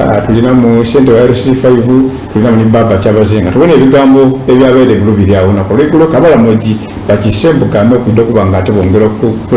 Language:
Soga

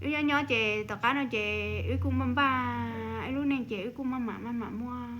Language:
Hmong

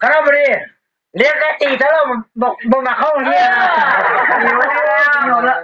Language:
Lao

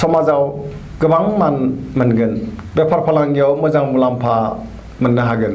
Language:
Bodo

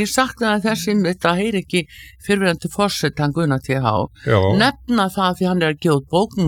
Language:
Icelandic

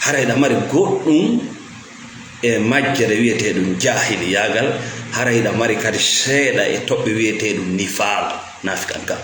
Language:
Fula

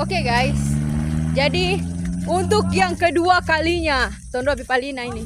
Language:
Manado Malay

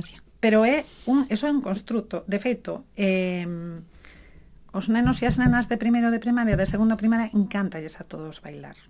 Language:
Galician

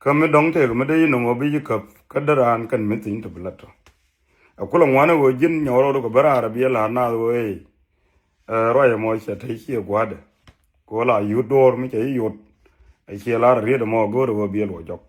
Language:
Nuer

